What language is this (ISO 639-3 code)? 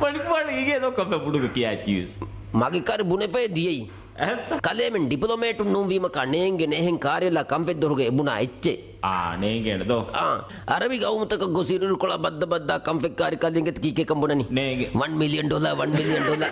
div